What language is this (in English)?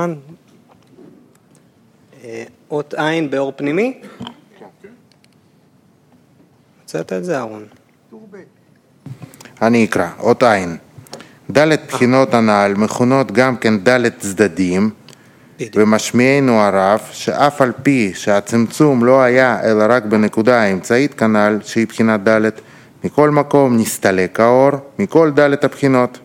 Hebrew